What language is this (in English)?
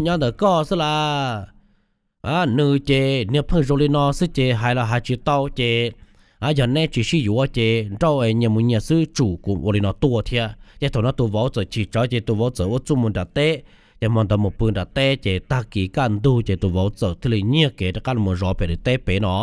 Hmong